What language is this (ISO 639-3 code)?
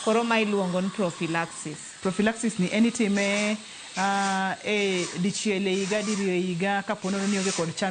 luo